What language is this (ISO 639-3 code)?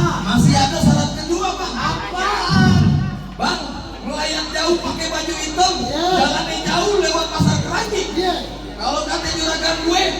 bew